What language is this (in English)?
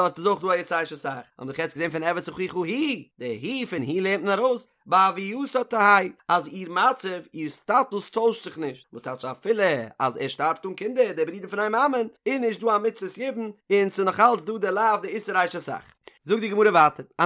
Yiddish